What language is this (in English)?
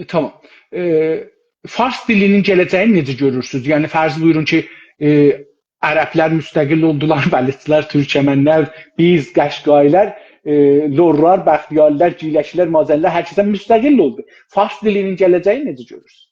South Azerbaijani